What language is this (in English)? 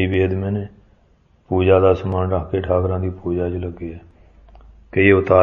Punjabi